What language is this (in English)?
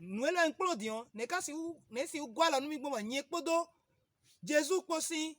Fon